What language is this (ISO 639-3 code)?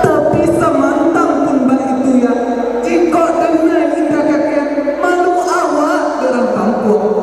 min